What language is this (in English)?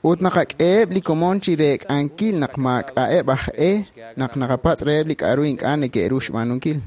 Kekchí